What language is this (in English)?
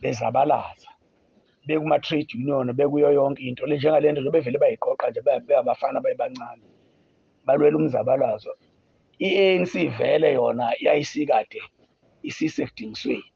Zulu